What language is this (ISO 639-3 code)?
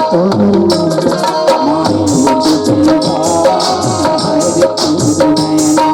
hne